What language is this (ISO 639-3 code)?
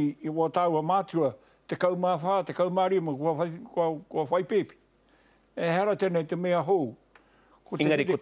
mri